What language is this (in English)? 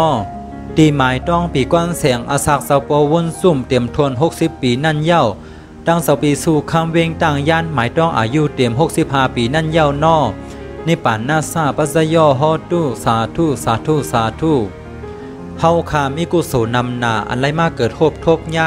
Shan